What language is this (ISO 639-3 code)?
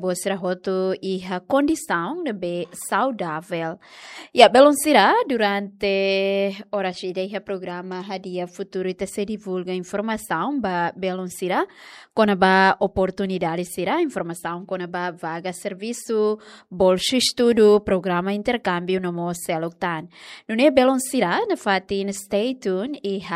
tet